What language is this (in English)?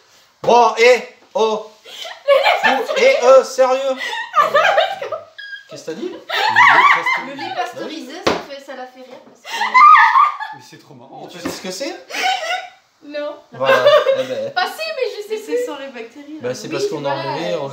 French